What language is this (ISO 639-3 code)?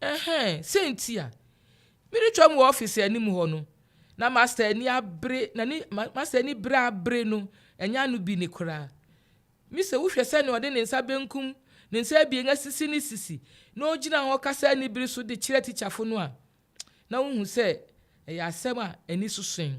aka